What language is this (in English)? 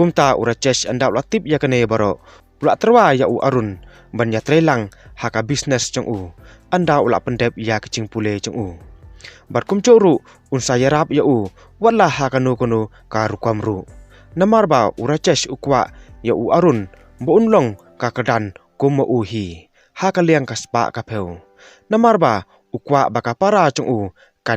Khasi